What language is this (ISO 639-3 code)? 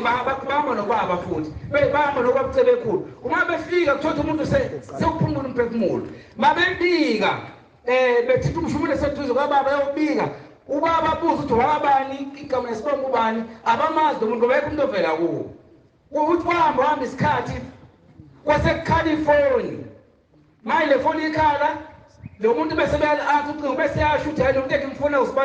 zul